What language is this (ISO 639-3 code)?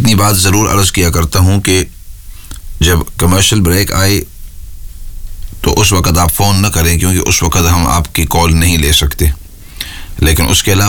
urd